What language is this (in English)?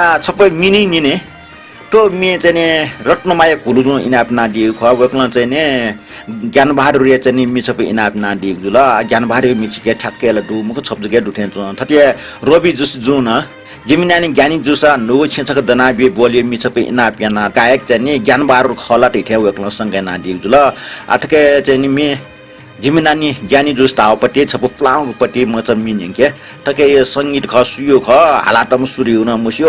Newari